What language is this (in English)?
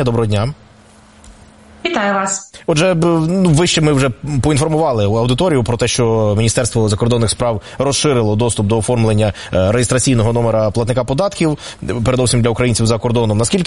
Ukrainian